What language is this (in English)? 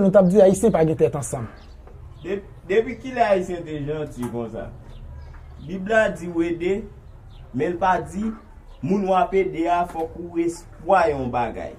Haitian Creole